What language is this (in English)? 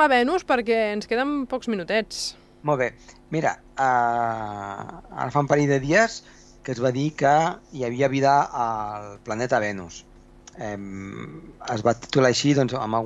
Catalan